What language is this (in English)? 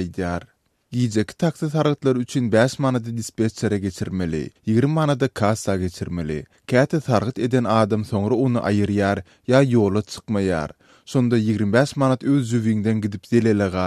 Turkmen